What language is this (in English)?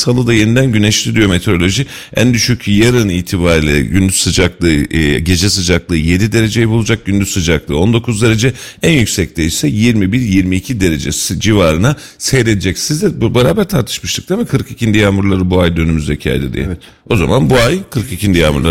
Turkish